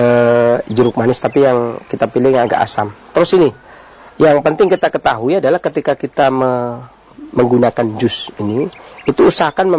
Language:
Indonesian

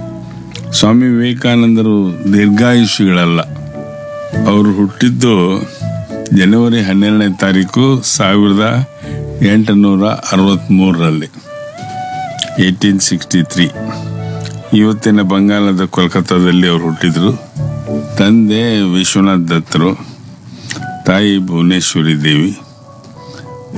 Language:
Kannada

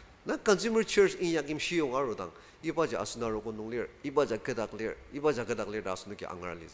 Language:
Ao Naga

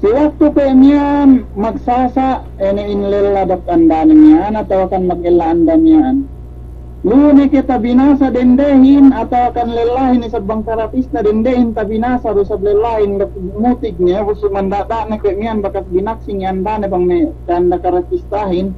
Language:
Yakan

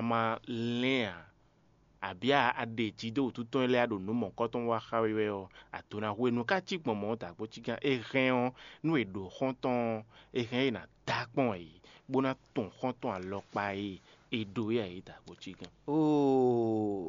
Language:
Fon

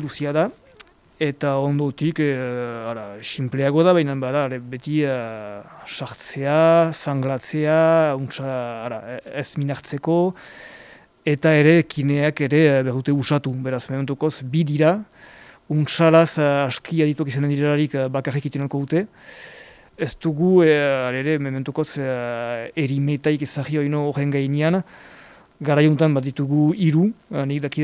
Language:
Basque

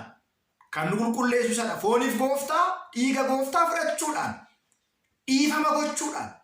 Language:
Oromo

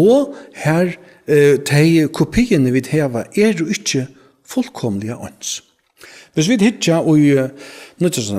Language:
Faroese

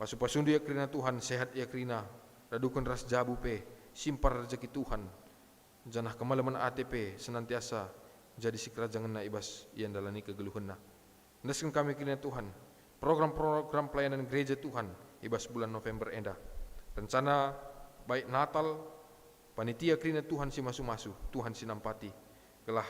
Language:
Batak Karo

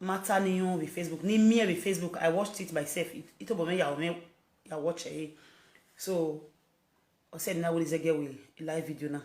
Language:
Nigerian Pidgin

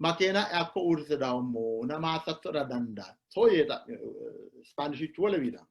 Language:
Sidamo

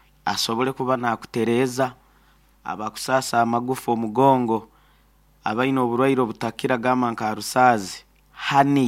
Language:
Nyoro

